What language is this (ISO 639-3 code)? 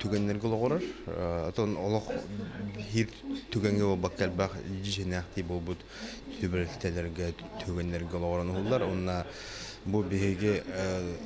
sah